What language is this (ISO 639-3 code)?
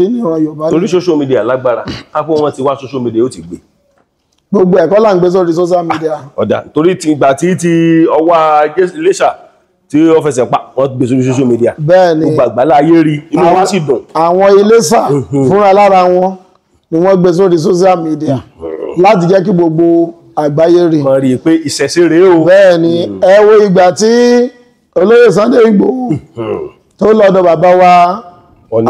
yor